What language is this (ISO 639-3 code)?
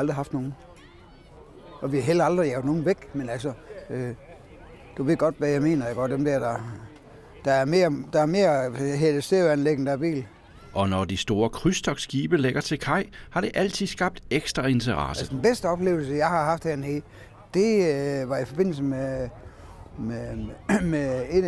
dan